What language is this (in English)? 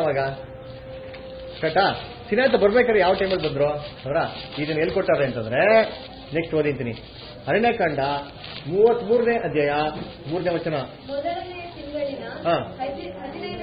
Kannada